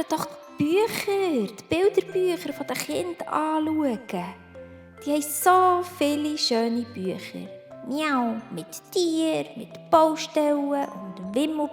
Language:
Swiss German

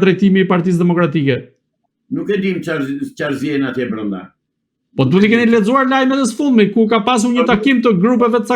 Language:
Albanian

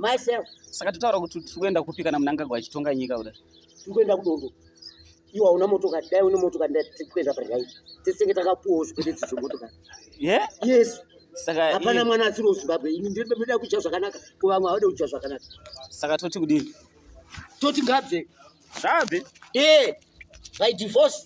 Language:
Shona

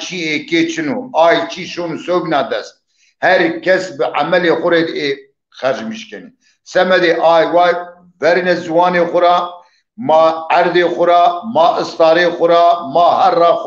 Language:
Zaza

